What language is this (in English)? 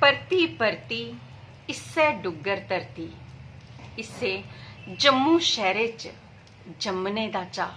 Dogri